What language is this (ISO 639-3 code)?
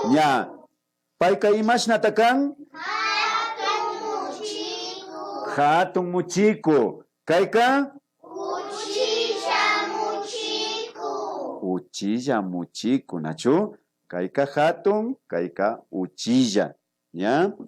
qvi